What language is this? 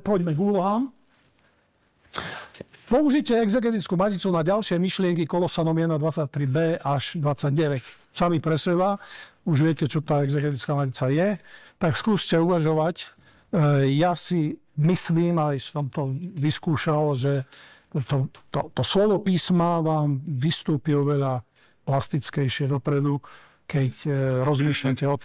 Slovak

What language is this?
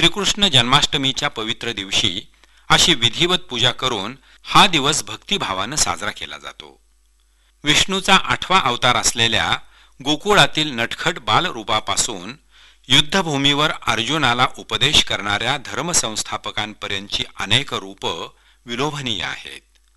Marathi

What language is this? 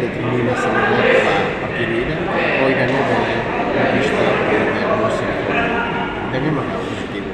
Tetum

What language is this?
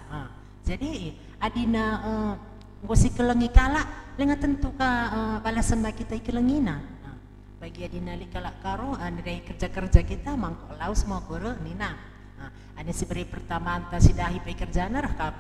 Batak Karo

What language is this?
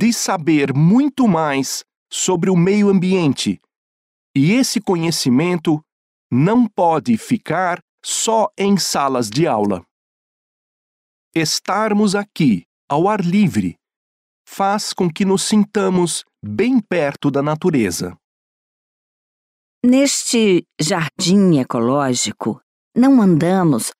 Portuguese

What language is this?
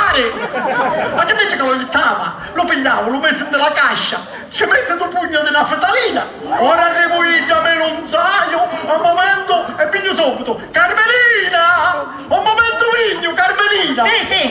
Sicilian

